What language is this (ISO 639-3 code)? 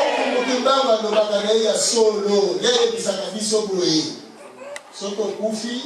lin